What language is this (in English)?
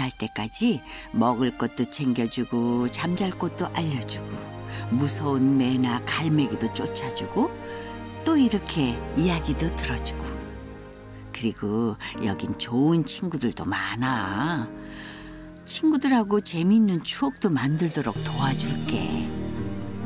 Korean